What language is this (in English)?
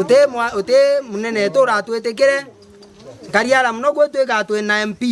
Meru